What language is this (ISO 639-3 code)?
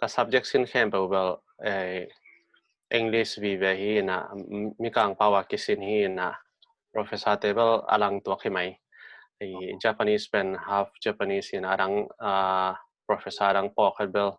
ctd